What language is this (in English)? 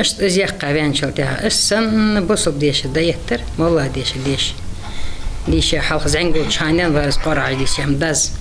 Ingush